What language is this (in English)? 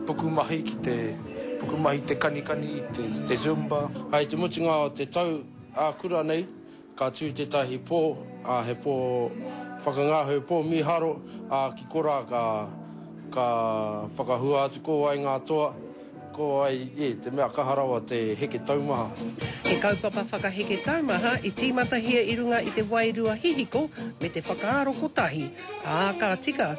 Māori